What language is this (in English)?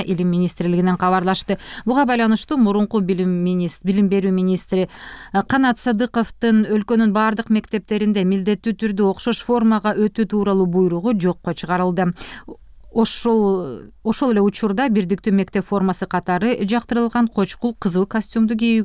Kyrgyz